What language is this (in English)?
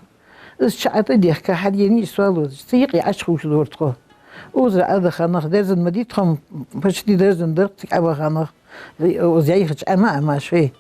Ingush